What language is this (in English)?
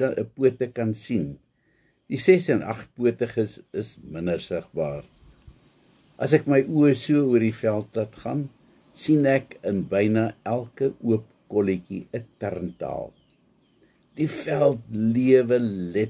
Afrikaans